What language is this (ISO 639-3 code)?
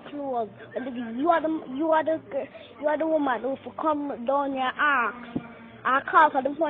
jam